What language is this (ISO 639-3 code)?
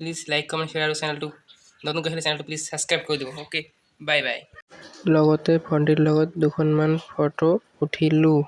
asm